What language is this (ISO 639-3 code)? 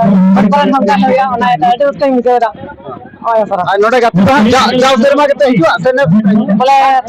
sat